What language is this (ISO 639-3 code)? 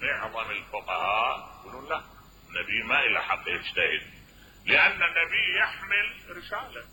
acm